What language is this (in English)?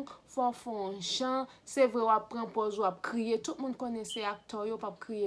Haitian Creole